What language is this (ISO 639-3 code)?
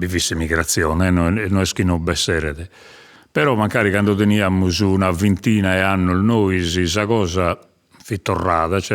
srd